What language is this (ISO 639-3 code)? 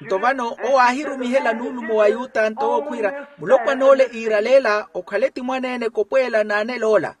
vmw